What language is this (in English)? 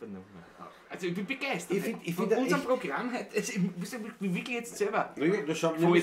Bavarian